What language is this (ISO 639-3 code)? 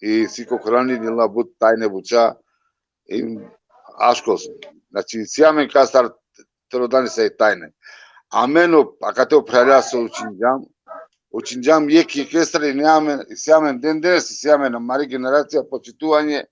rmn